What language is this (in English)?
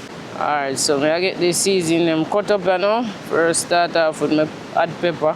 Jamaican Creole English